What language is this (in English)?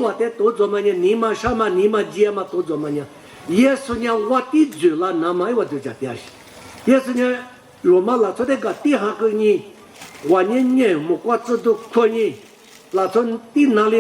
Lisu